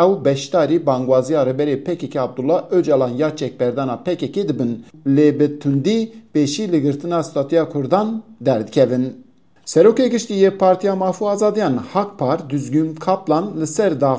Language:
Kurdish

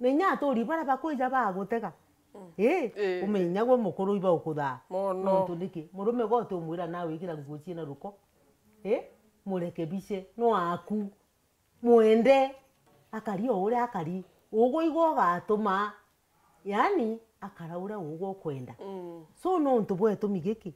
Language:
Meru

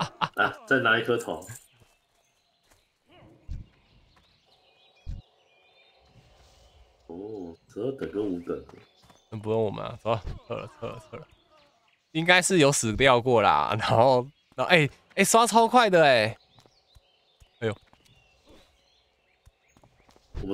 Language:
Chinese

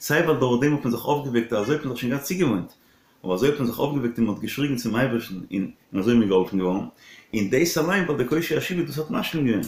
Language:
Yiddish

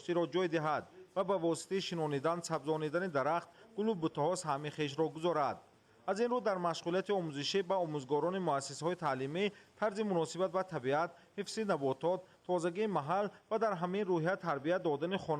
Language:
Tajik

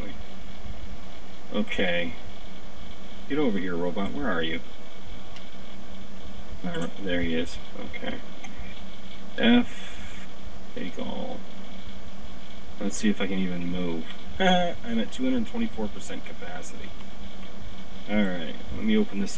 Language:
English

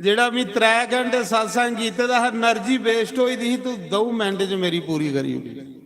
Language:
Dogri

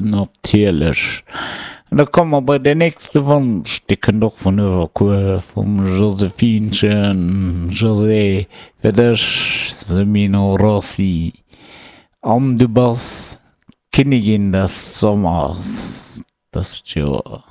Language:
Luxembourgish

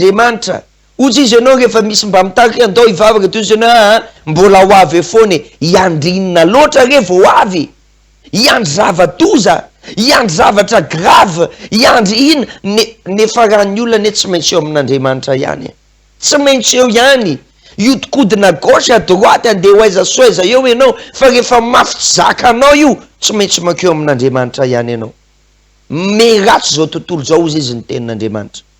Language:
Malagasy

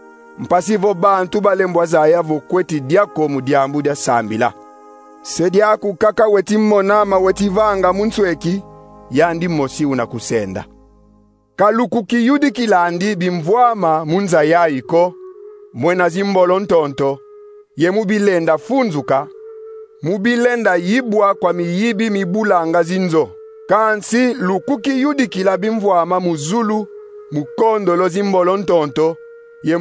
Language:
Kongo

